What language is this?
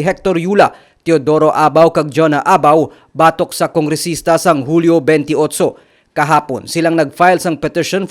Hiligaynon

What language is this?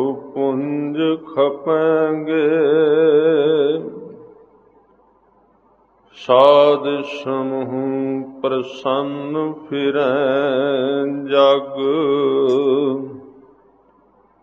Punjabi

